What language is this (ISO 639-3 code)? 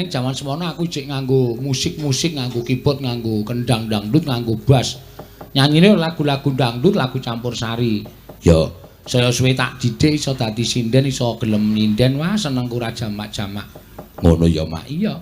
jav